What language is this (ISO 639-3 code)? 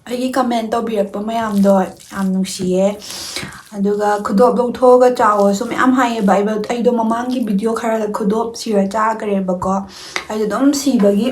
mni